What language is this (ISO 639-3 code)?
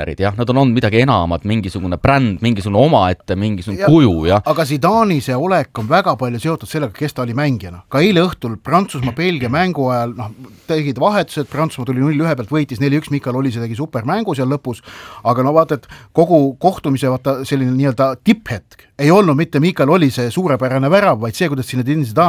est